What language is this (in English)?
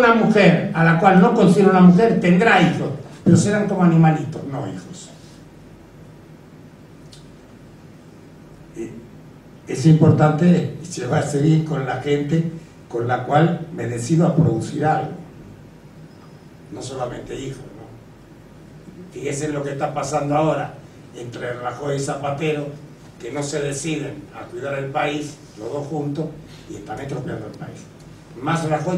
Spanish